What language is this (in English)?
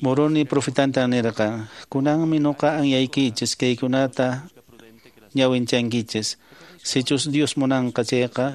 Quechua